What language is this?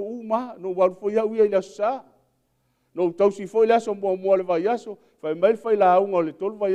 Samoan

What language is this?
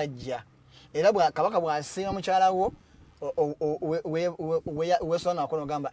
Ganda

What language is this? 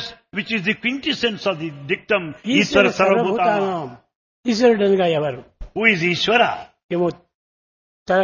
Telugu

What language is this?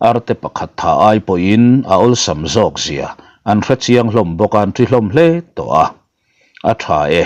Mizo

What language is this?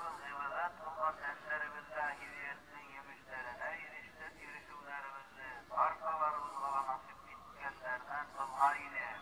Bashkir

